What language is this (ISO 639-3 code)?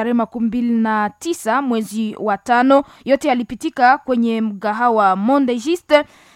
swa